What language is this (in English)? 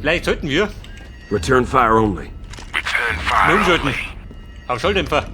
Bavarian